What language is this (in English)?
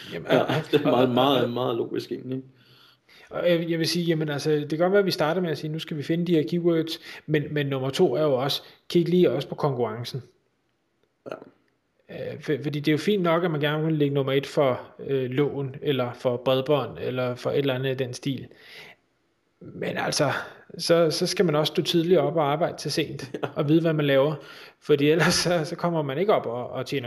Danish